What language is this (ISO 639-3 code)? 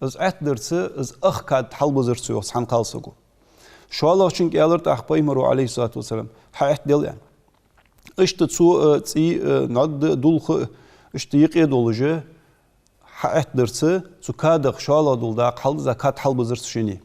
inh